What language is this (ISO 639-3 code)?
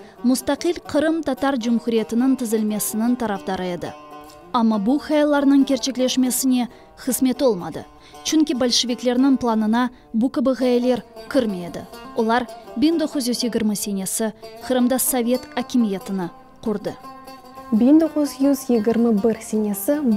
crh